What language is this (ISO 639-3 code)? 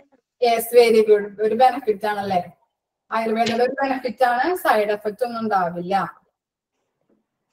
mal